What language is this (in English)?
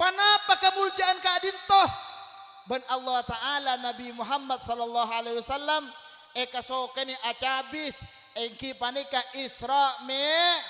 Madurese